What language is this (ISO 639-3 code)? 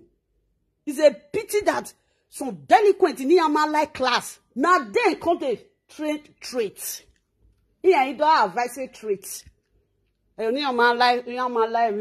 pcm